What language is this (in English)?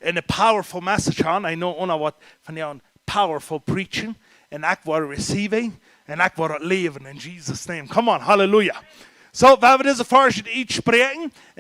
Plautdietsch